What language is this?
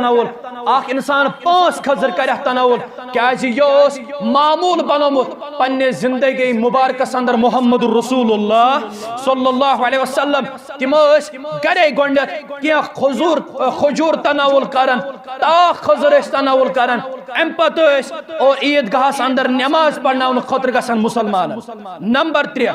Kashmiri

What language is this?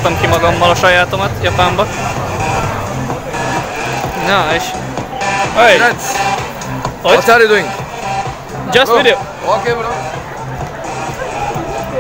Hungarian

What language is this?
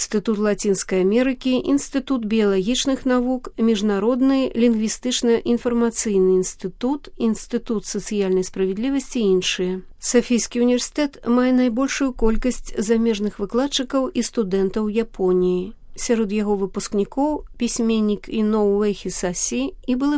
Belarusian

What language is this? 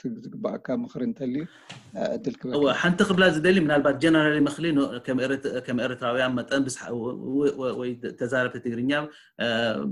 Tigrinya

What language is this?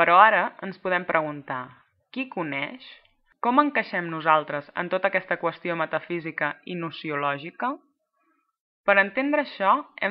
Catalan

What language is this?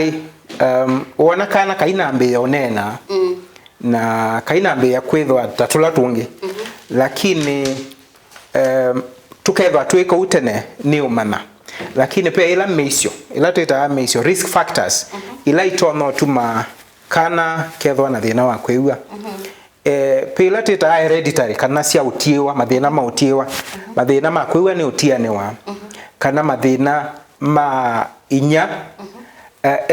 Kamba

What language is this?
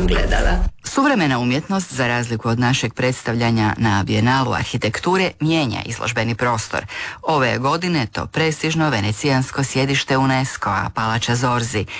Croatian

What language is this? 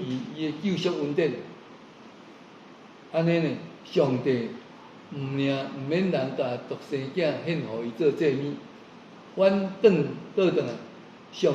Min Nan Chinese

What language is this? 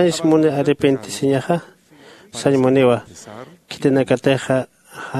Aymara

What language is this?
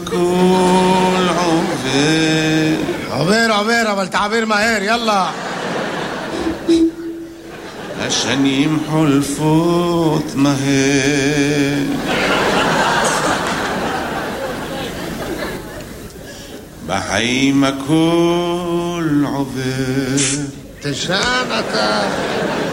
Hebrew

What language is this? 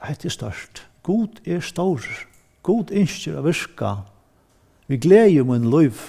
Faroese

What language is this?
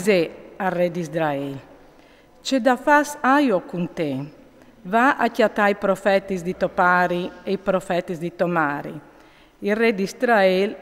Friulian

